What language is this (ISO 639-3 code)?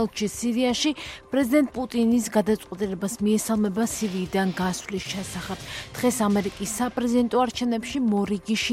kat